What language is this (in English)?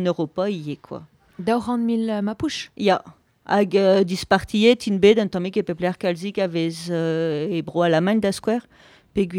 Breton